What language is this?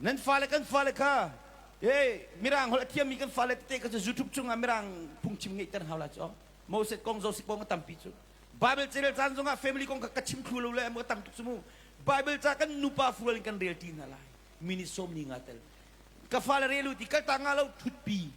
Hakha Chin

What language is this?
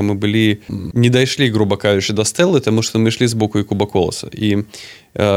Belarusian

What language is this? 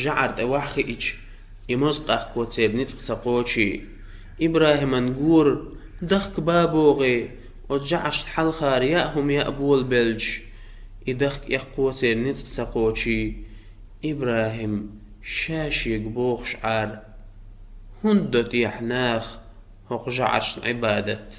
Chechen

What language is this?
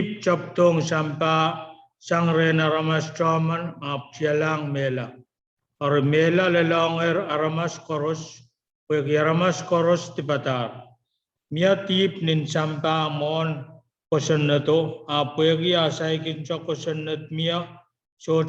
Pohnpeian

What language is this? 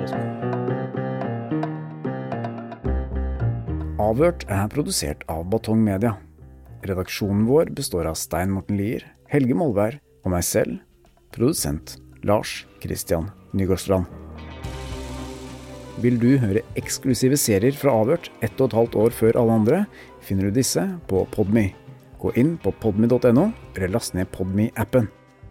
Norwegian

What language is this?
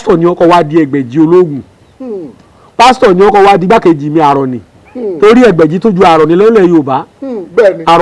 Yoruba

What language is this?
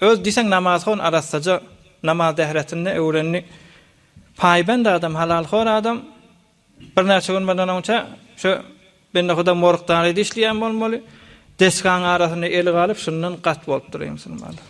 Turkmen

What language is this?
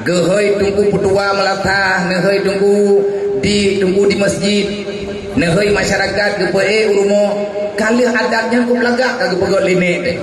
Achinese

